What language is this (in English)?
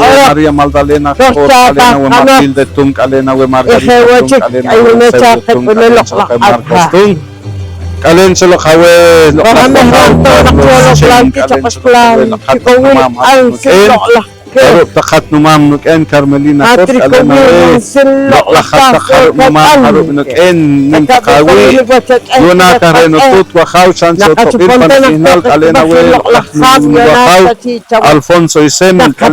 Poqomchi'